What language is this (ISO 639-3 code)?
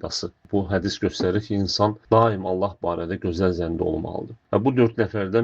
aze